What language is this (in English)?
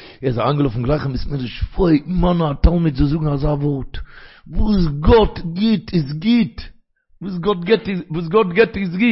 Yiddish